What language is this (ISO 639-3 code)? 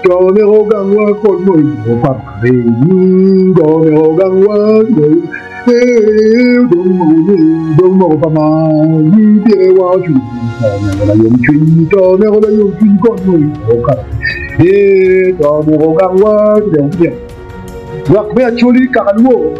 ach